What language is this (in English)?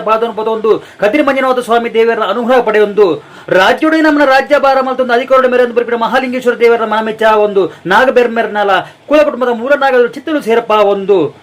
Tulu